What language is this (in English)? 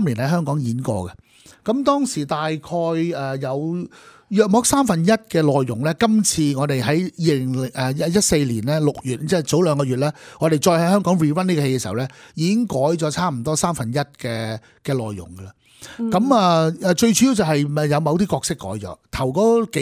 Cantonese